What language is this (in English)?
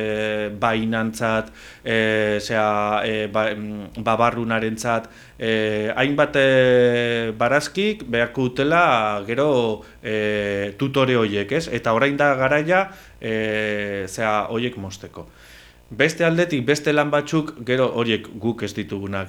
Basque